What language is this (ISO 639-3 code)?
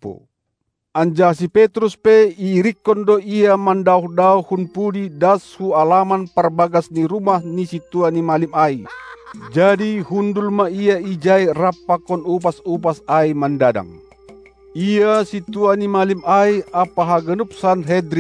bts